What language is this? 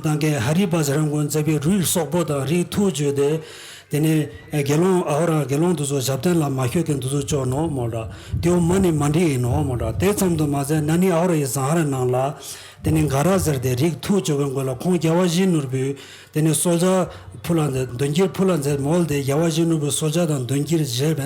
Tibetan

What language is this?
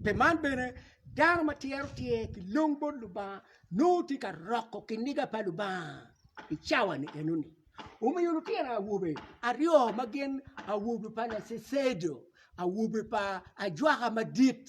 Acoli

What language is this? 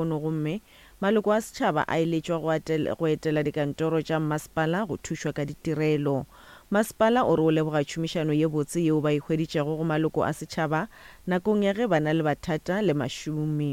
Northern Sotho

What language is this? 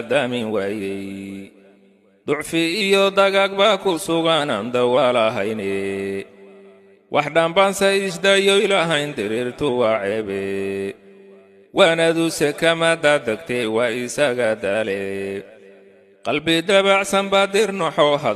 Somali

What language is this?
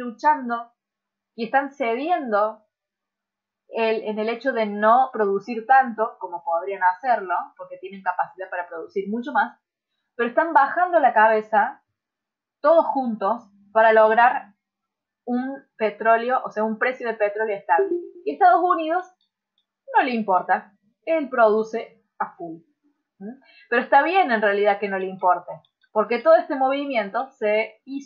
Spanish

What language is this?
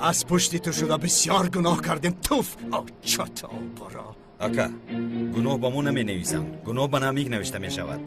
Tajik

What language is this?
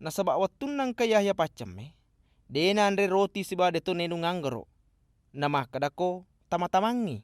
Buginese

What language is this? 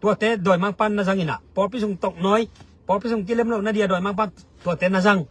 Tedim Chin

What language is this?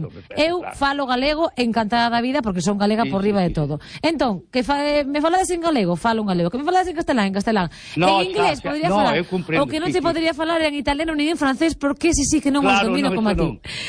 Galician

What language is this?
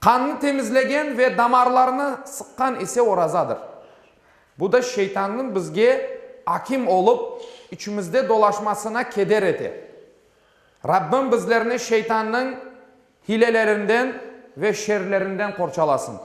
Crimean Tatar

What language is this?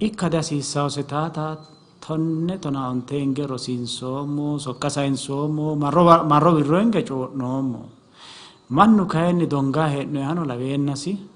Sidamo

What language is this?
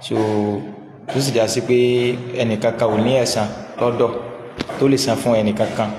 Yoruba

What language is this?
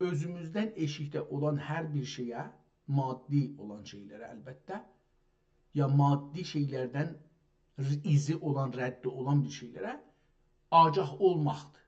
South Azerbaijani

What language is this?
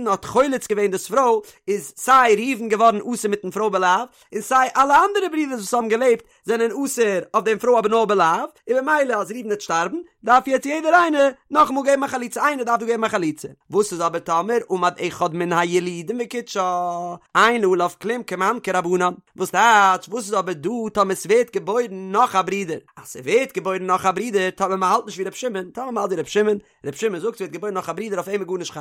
Yiddish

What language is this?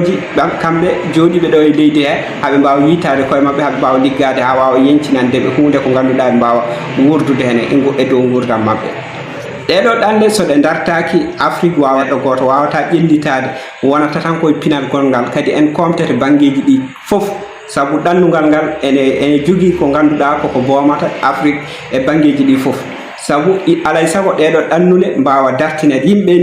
Fula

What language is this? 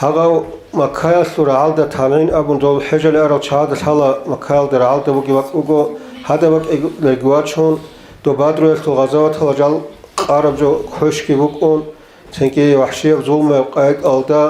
Avaric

